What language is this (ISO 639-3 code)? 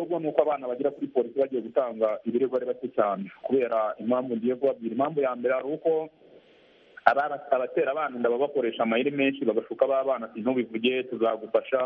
kin